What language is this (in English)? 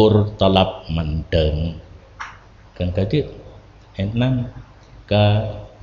Achinese